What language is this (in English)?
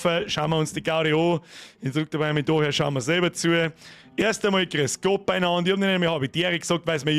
Bavarian